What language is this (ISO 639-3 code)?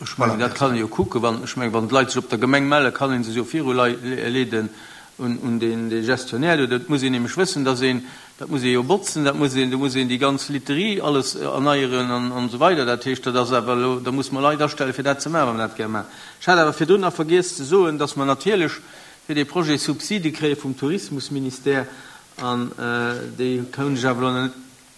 ltz